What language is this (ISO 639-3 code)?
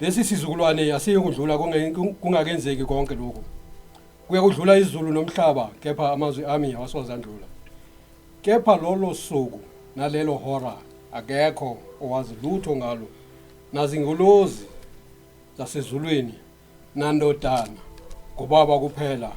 zul